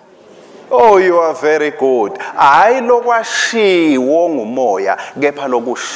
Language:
Swati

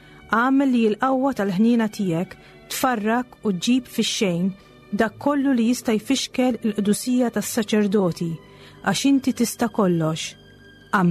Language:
Maltese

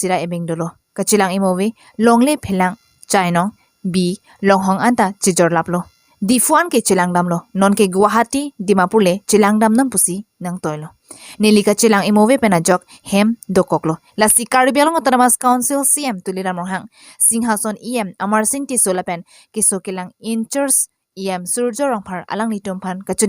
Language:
Karbi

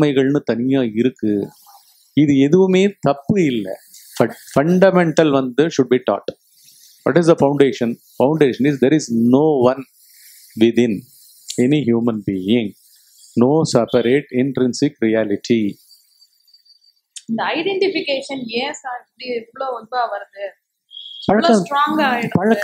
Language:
Tamil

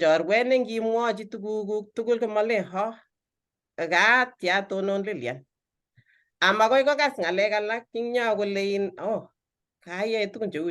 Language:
Kalenjin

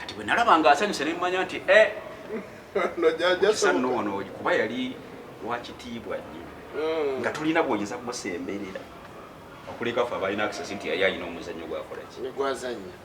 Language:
Ganda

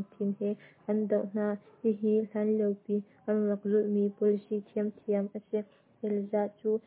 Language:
Hakha Chin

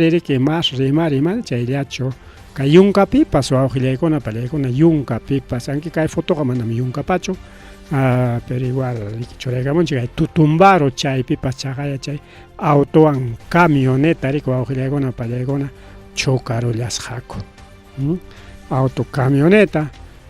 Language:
Ayacucho Quechua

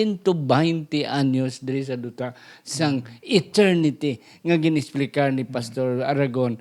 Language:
Hiligaynon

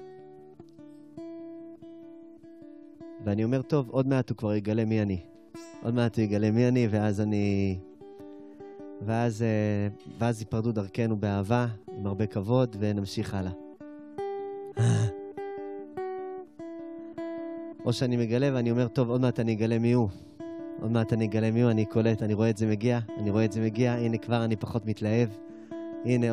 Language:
Hebrew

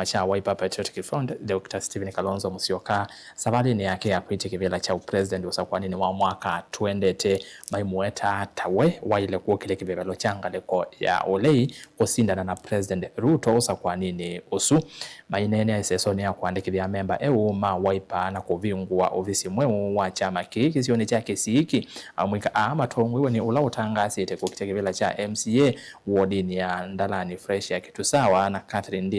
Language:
Kamba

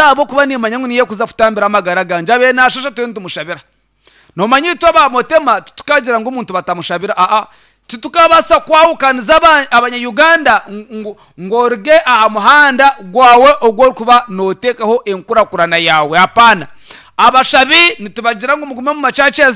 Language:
Nyankole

